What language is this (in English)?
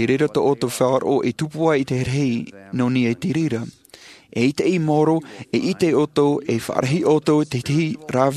Tahitian